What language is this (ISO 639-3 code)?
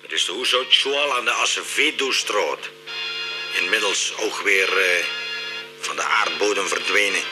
lim